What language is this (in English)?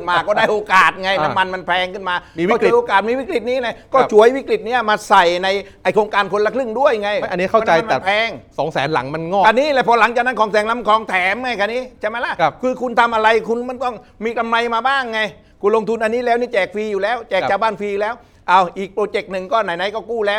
Thai